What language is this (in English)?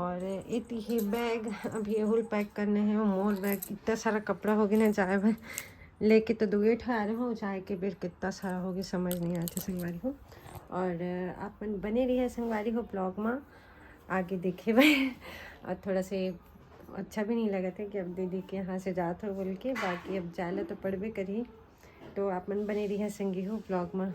Chhattisgarhi